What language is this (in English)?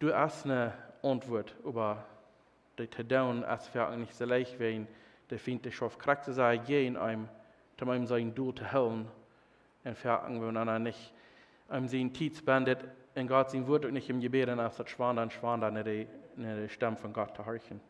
Plautdietsch